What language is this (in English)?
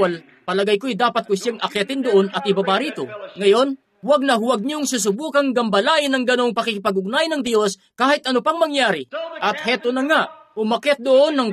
Filipino